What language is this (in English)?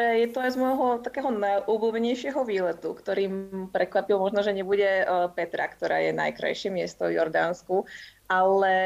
Slovak